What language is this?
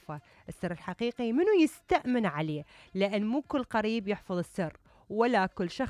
Mesopotamian Arabic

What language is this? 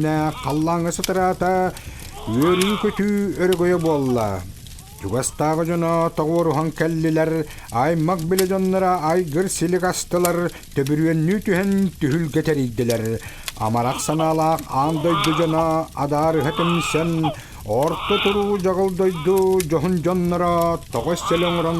Yakut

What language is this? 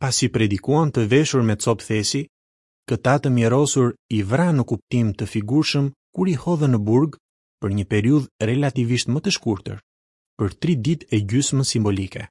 Albanian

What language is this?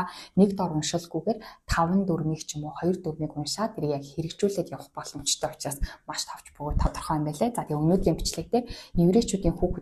Mongolian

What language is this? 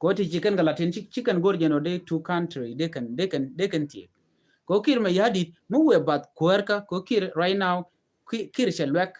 Nuer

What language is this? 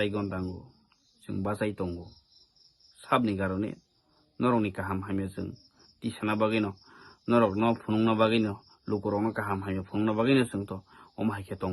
Kok Borok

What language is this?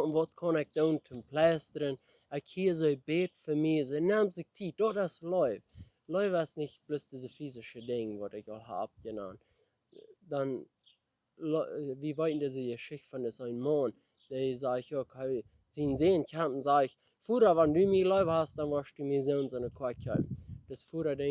Plautdietsch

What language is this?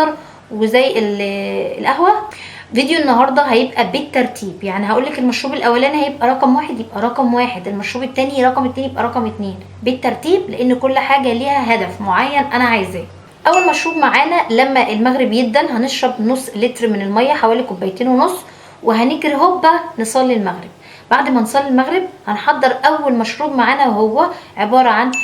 Egyptian Arabic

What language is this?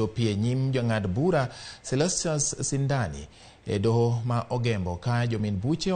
Luo (Kenya and Tanzania)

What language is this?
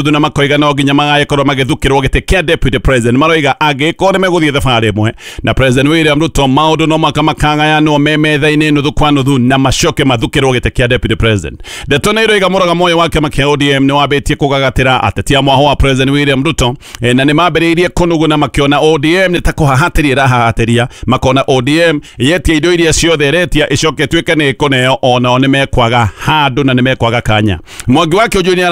Kikuyu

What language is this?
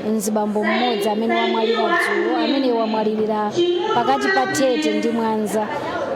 Nyanja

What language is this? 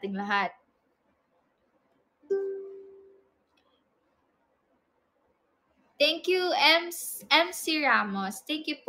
Filipino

